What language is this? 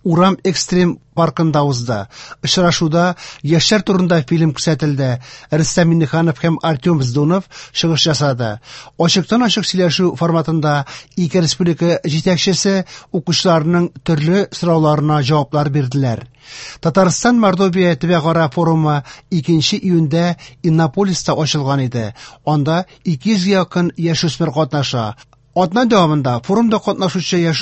Tatar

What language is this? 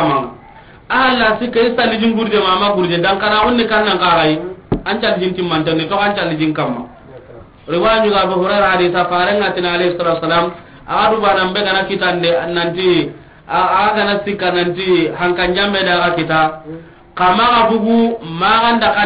Soninke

